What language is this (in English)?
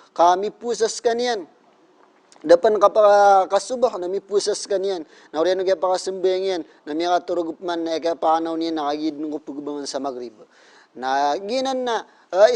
Maranao